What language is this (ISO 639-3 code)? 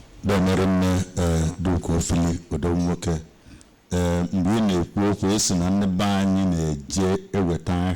ibo